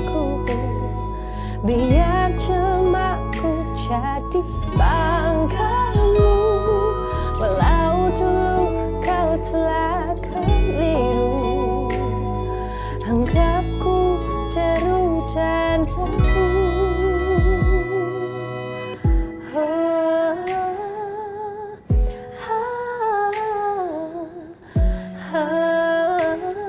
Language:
Indonesian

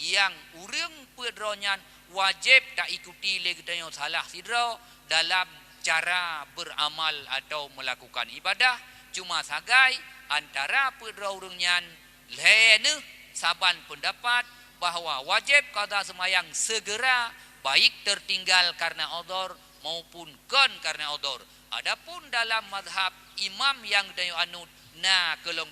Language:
Achinese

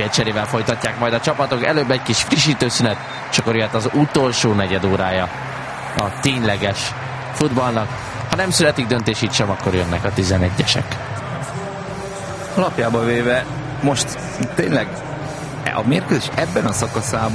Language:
Hungarian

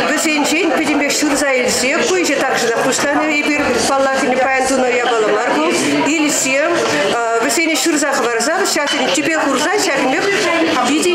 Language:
Chuvash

